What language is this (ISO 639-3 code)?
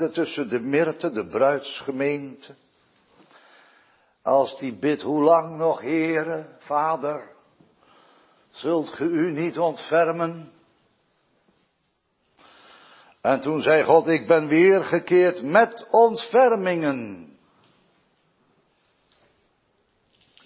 nld